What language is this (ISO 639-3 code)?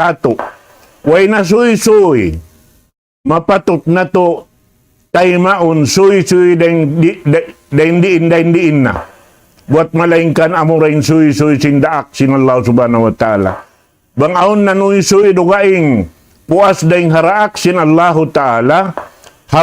tsg